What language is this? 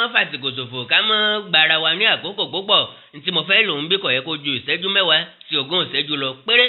Yoruba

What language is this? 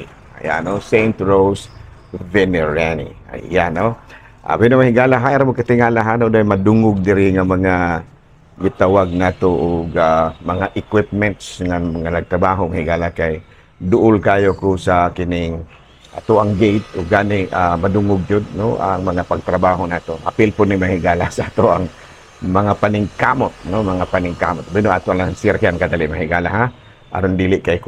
Cebuano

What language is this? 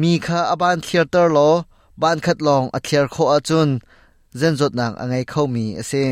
Hakha Chin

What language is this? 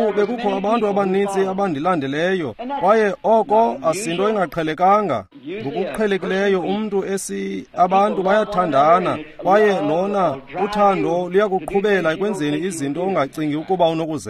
Xhosa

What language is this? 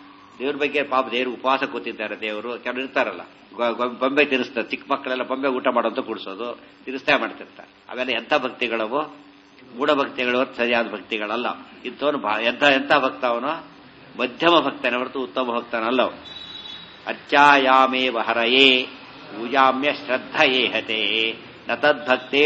Kannada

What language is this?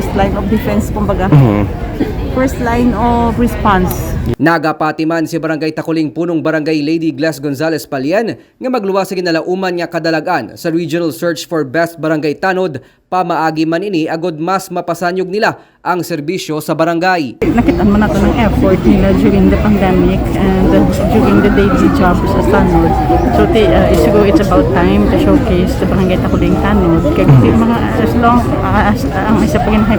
Hiligaynon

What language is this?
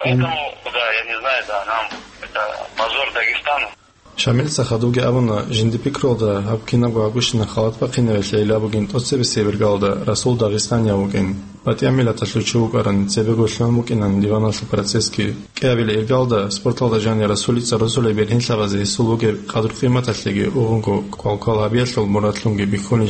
Avaric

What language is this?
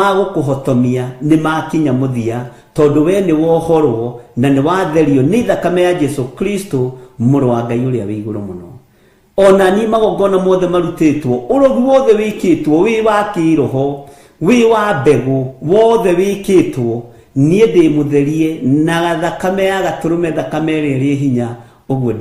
Kikuyu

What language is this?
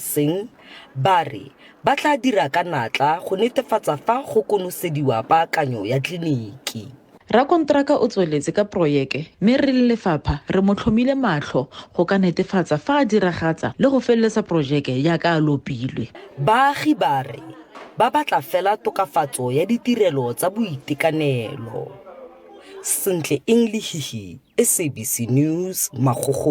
Tswana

